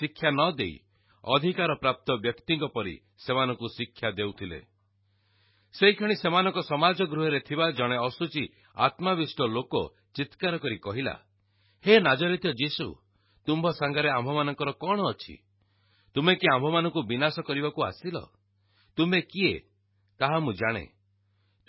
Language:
Odia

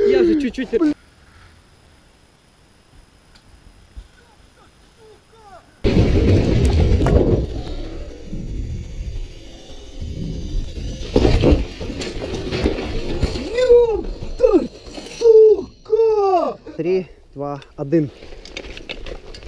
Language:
Ukrainian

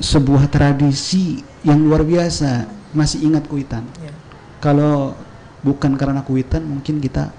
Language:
Banjar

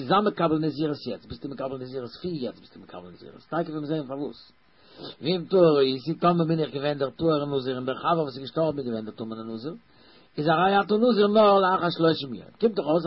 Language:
Yiddish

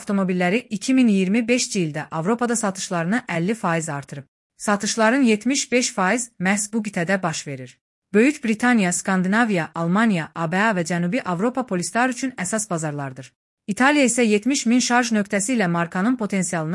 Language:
Azerbaijani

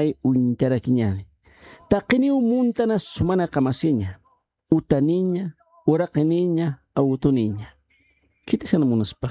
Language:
Aymara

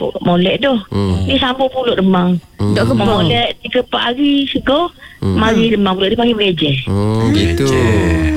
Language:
Malay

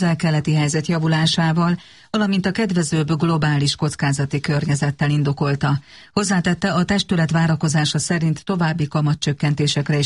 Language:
Hungarian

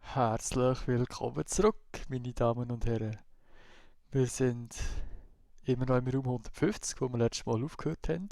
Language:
Swiss German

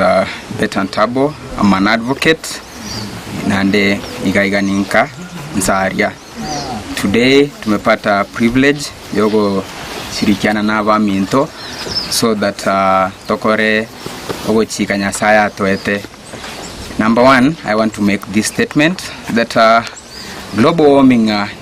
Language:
Gusii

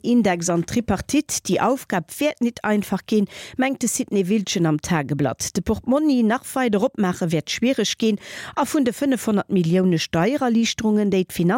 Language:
Luxembourgish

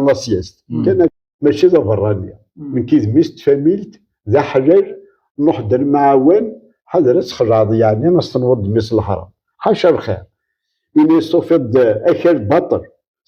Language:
Kabyle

